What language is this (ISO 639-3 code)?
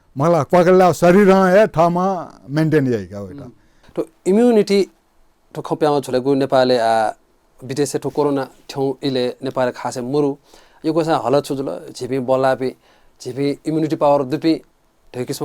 new